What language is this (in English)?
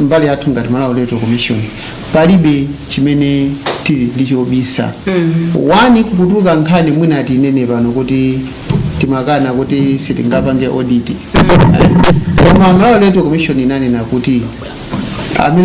Nyanja